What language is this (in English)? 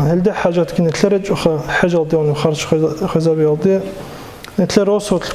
Avaric